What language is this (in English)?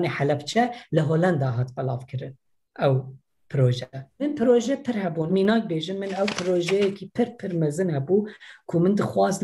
Kurdish